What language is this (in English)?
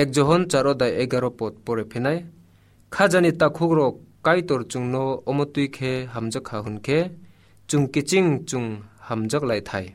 Kok Borok